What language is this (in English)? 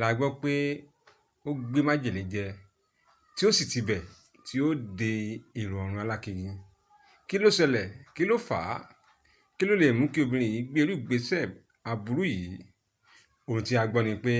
Yoruba